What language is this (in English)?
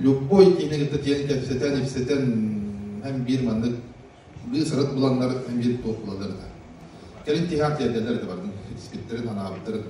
Yakut